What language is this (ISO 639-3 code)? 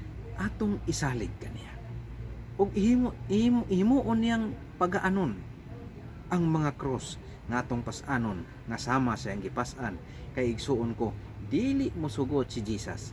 ceb